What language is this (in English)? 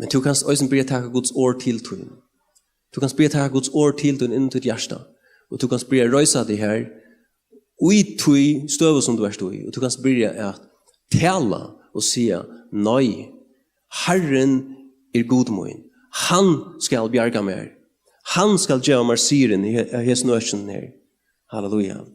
Faroese